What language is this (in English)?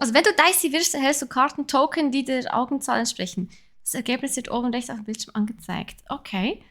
Swiss German